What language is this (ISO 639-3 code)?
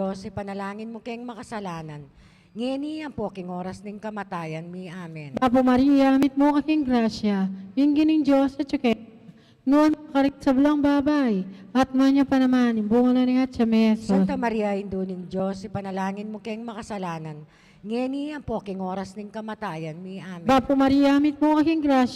pam